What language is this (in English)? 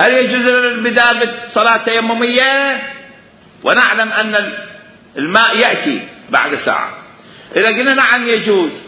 Mesopotamian Arabic